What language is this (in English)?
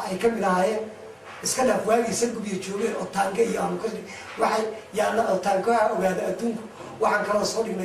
Somali